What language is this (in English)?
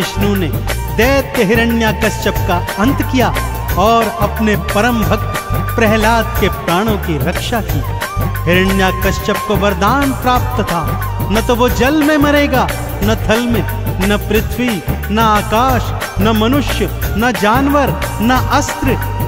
Hindi